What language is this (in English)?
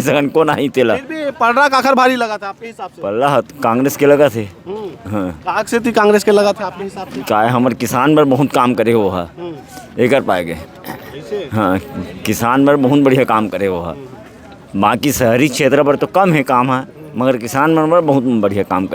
Chhattisgarhi